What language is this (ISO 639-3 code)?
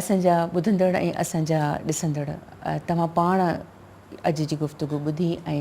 snd